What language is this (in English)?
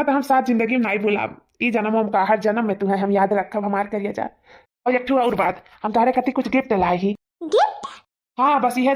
Awadhi